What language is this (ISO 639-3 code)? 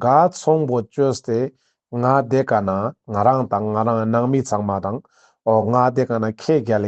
lbj